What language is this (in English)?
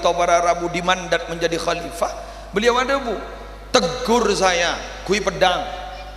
Madurese